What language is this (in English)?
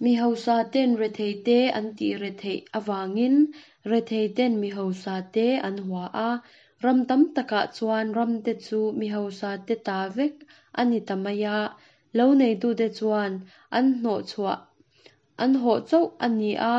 Mizo